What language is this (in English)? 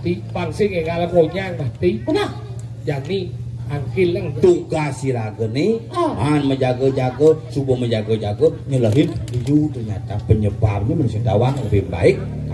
Balinese